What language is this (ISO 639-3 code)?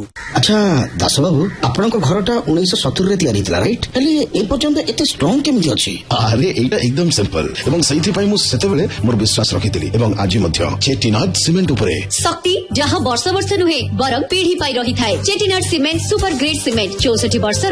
ori